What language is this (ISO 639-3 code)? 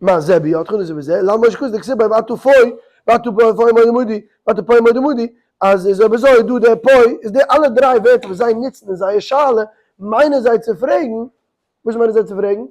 yid